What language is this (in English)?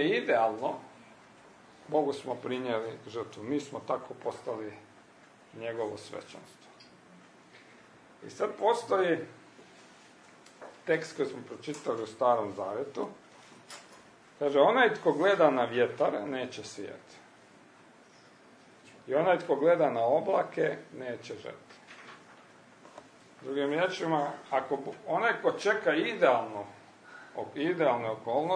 Croatian